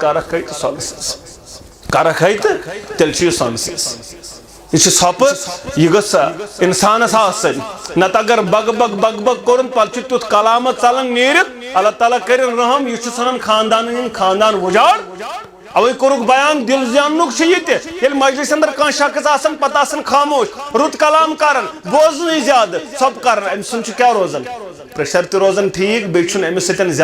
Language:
Kashmiri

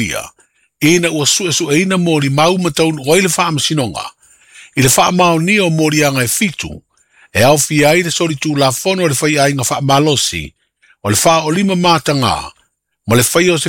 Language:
Samoan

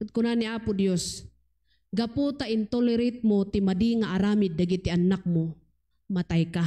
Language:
Iloko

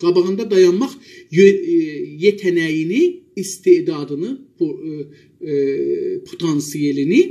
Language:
South Azerbaijani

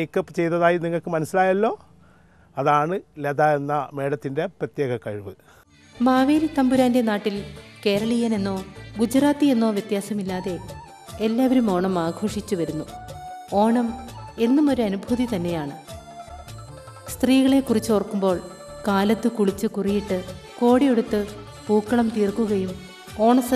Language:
Malayalam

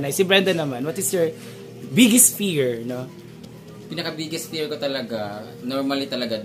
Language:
Filipino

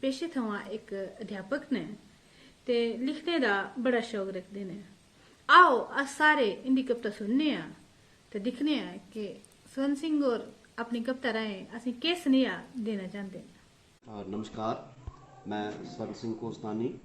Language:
Dogri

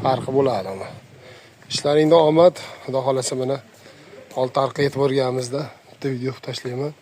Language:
Uzbek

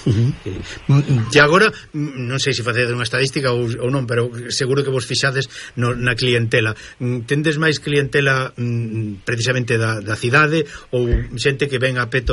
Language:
Galician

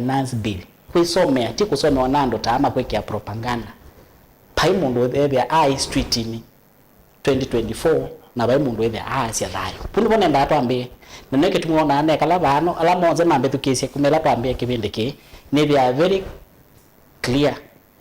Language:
Kamba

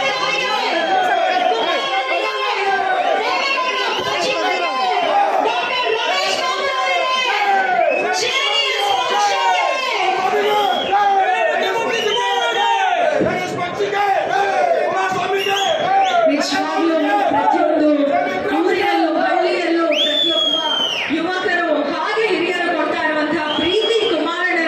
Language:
Kannada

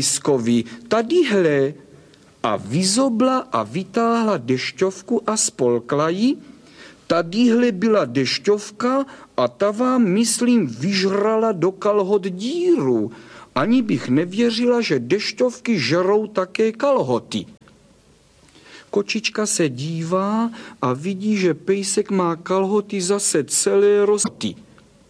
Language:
Czech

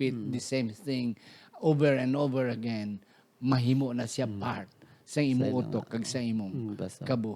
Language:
Hiligaynon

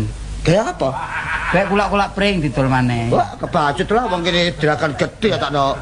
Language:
Javanese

